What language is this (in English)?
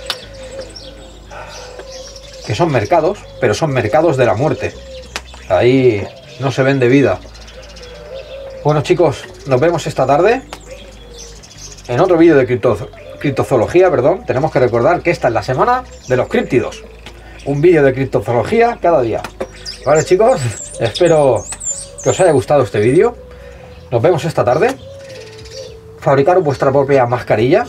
Spanish